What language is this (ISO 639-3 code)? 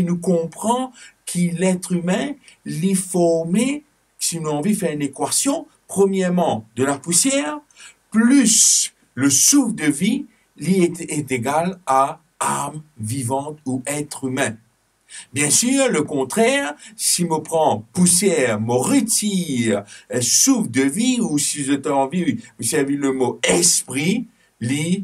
mfe